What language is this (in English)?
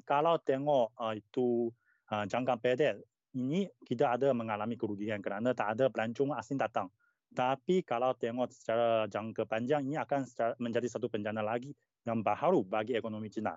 Malay